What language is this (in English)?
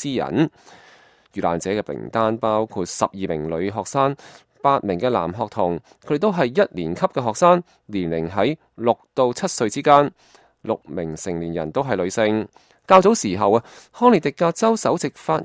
Cantonese